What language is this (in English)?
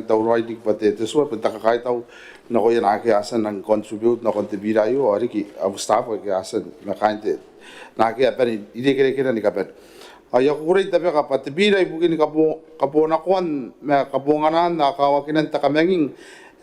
Gilbertese